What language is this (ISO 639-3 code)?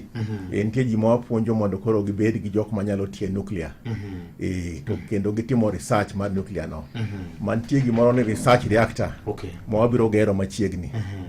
luo